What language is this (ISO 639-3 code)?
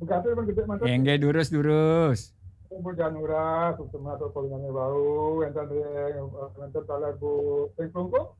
ban